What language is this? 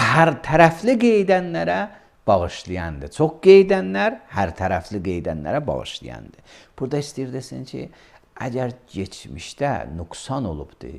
Azerbaijani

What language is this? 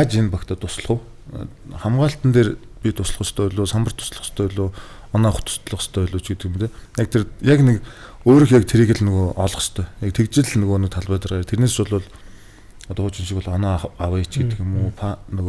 Mongolian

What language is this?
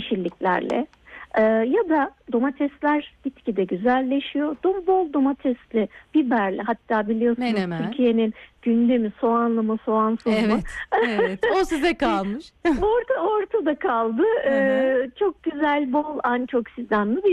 Turkish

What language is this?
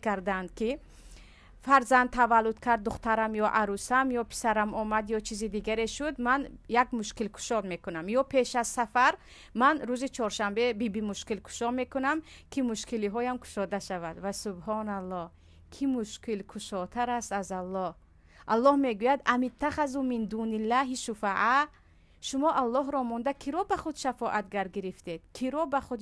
Tajik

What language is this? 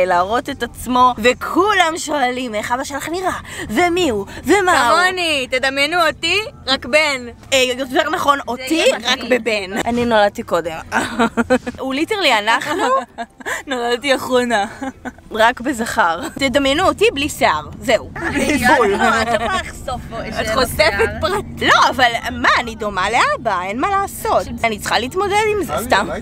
Hebrew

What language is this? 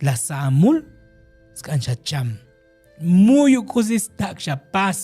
Tzotzil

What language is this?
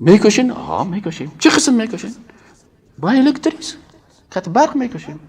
Persian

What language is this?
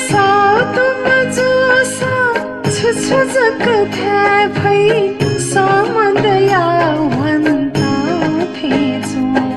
Newari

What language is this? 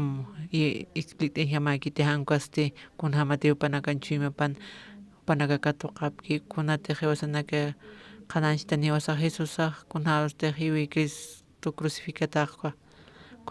Aymara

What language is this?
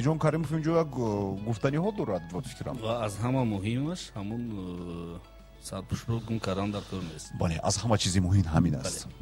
Tajik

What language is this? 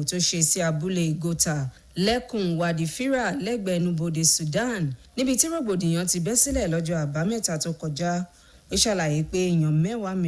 Yoruba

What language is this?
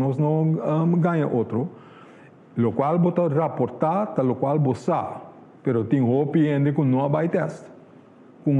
Papiamento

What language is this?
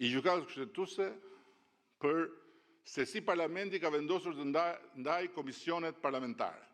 Albanian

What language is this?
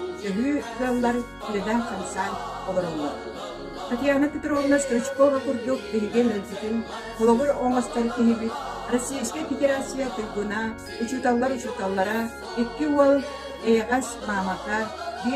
Yakut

